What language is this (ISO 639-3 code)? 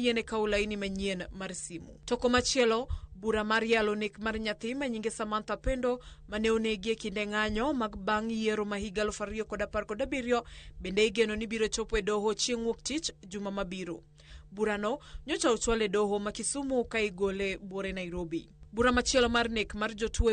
luo